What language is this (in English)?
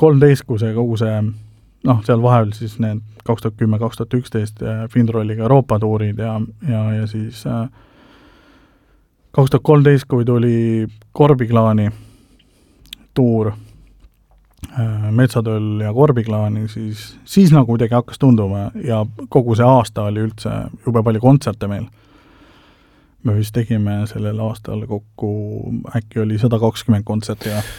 Estonian